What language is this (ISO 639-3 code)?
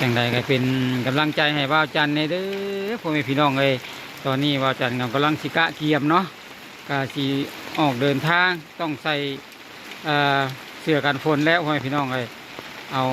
lao